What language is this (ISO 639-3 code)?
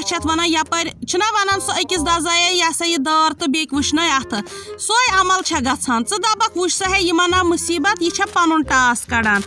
kas